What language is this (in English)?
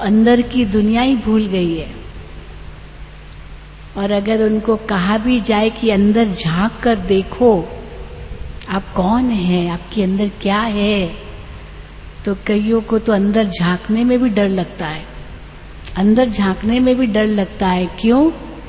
Hindi